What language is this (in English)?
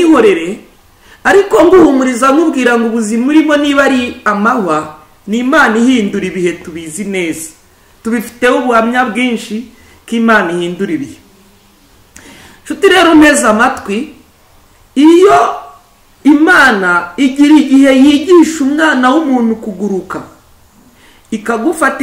Kinyarwanda